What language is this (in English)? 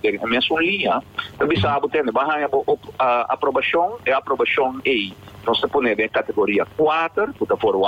Papiamento